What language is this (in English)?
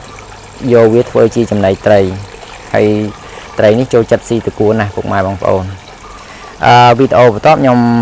Khmer